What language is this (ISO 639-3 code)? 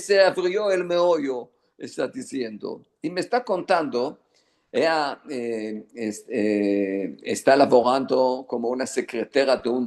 lad